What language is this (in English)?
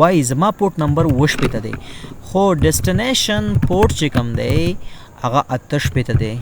Pashto